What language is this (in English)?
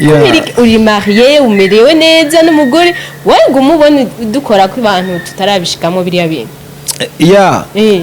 Rundi